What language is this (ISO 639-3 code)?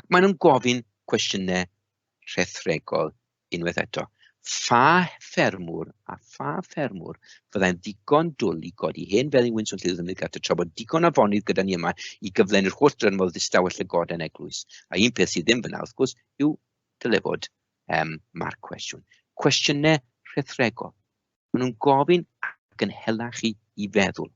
cym